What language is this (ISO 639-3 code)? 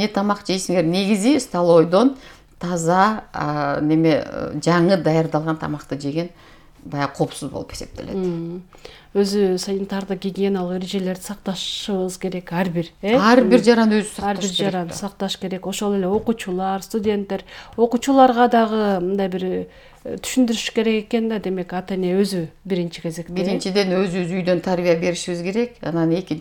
kir